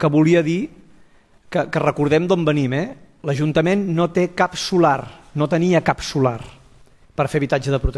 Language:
Catalan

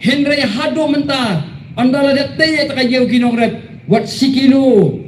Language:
Khasi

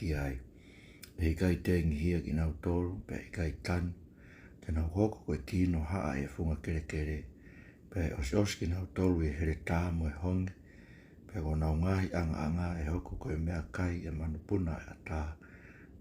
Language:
Tongan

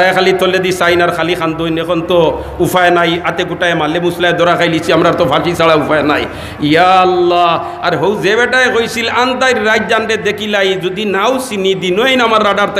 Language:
Sylheti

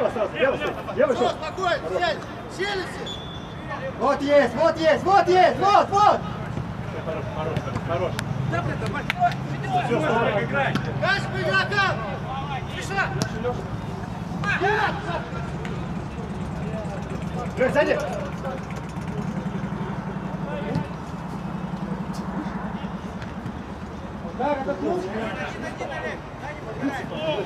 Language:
Russian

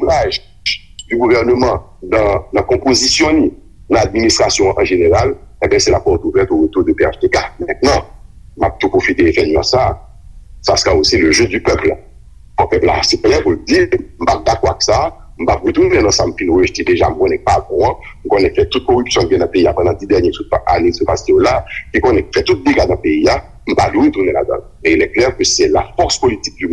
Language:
Haitian Creole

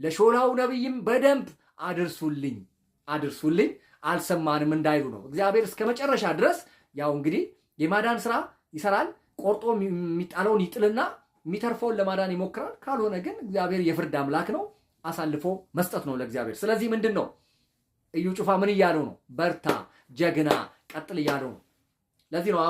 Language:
Amharic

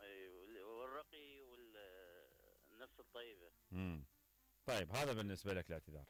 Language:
Mesopotamian Arabic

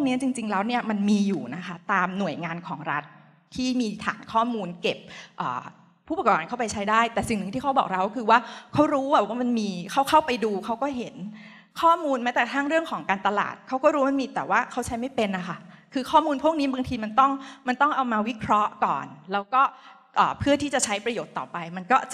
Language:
Thai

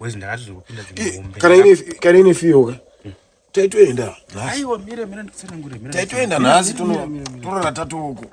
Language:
Shona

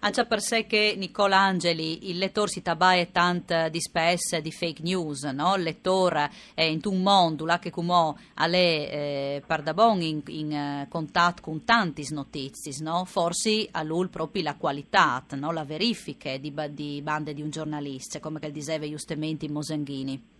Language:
Friulian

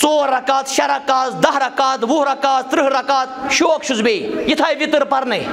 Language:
Kashmiri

